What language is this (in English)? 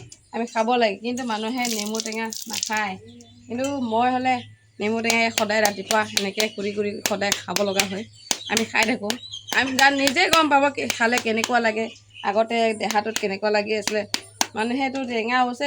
Assamese